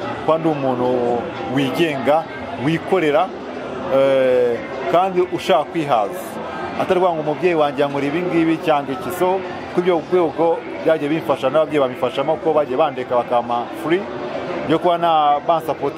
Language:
Kinyarwanda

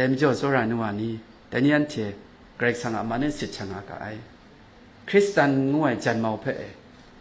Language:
Kachin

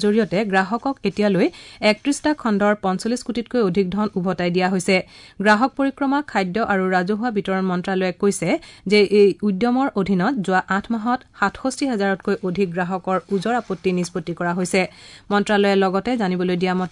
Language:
Assamese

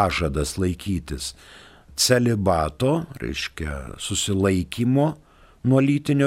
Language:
Lithuanian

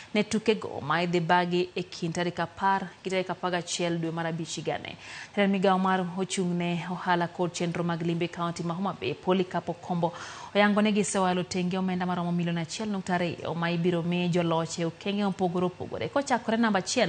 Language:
Luo (Kenya and Tanzania)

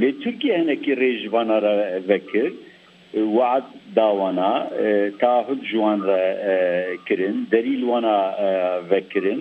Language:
Kurdish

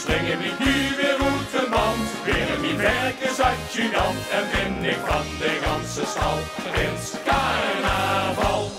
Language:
Limburgish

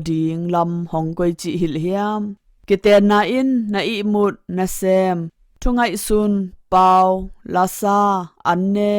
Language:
Tedim Chin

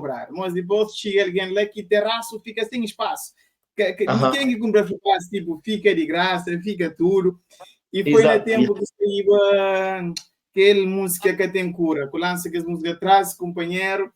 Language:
Kabuverdianu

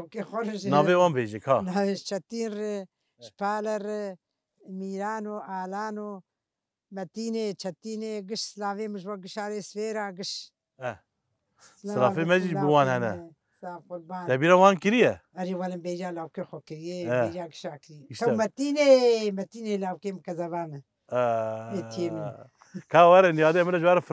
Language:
Kurdish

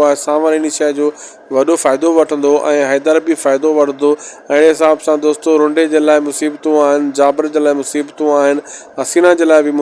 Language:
Sindhi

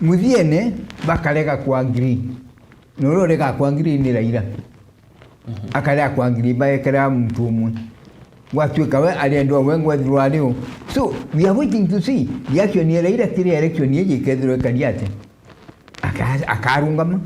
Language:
Meru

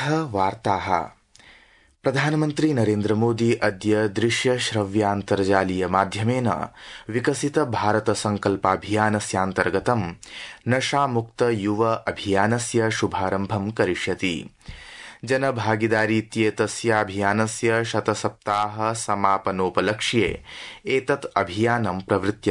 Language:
Sanskrit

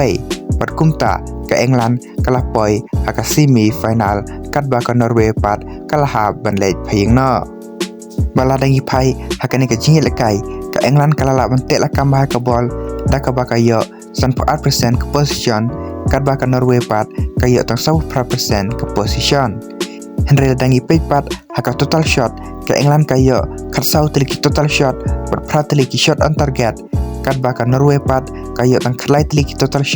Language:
Khasi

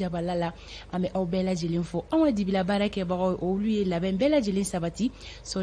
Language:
Bambara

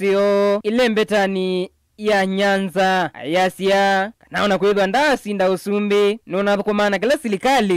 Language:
Kamba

